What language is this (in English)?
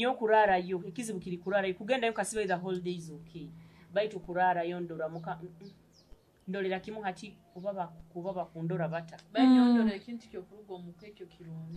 Nyoro